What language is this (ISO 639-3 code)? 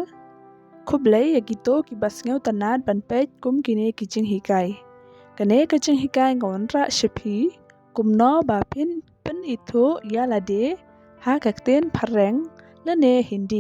kha